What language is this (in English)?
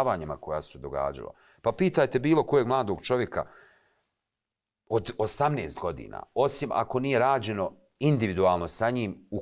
Bosnian